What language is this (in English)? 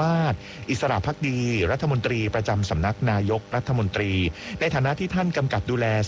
Thai